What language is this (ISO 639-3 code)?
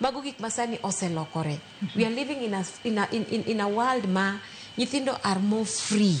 luo